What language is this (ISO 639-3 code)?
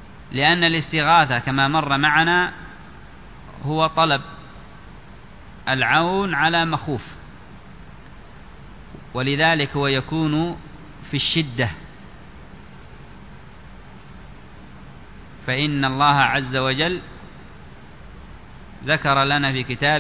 ara